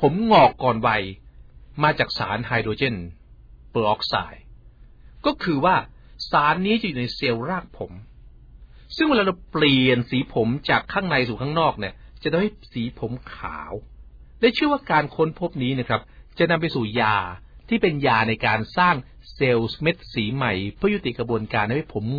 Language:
Thai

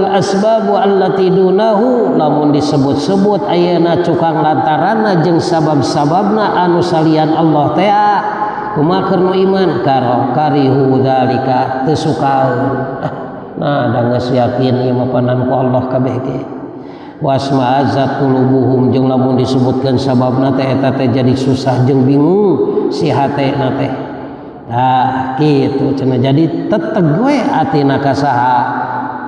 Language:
Sundanese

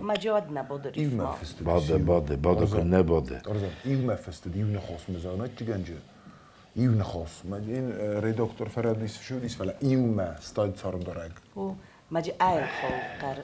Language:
Ossetic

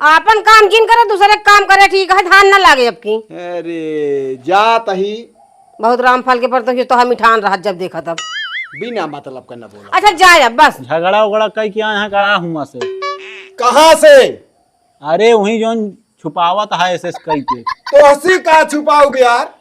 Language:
Awadhi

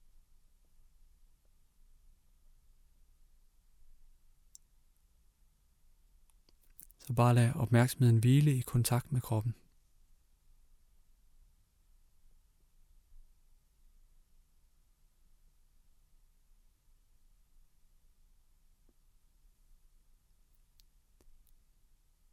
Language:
Danish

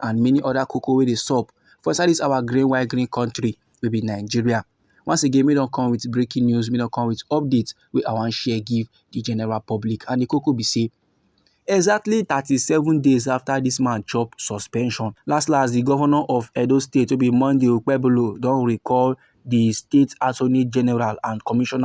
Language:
Nigerian Pidgin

